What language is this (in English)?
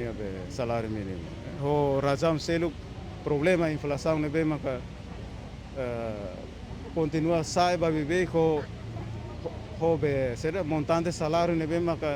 Tetum